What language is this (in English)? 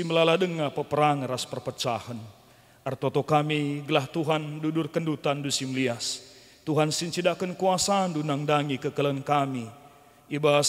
Batak Karo